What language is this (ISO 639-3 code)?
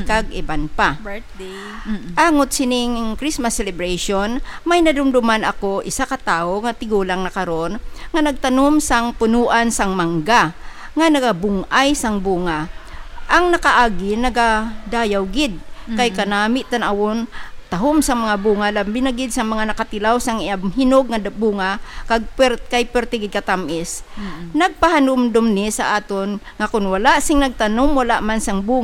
hil